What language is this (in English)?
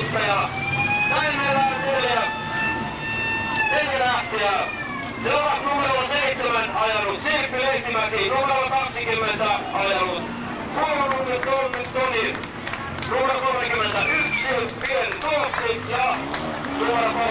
Finnish